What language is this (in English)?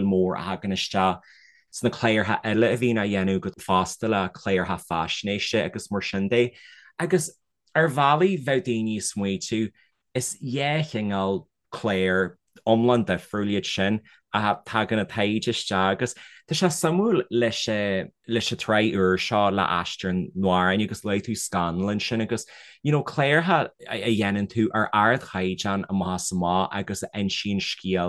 Irish